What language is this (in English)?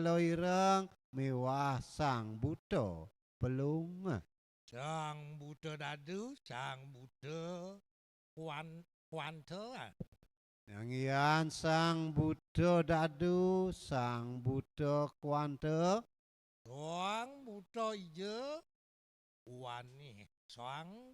Balinese